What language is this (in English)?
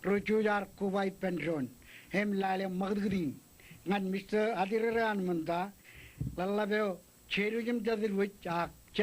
Marshallese